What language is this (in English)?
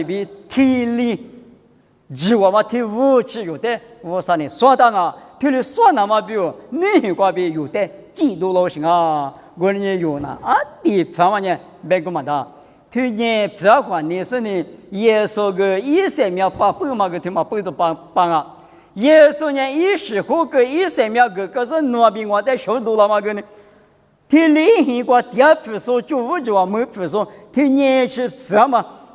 Lisu